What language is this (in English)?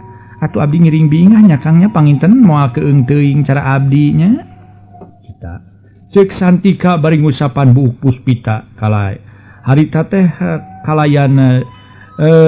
Sundanese